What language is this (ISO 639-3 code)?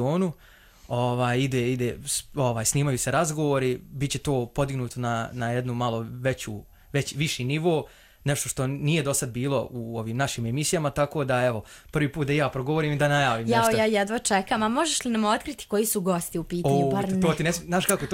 srp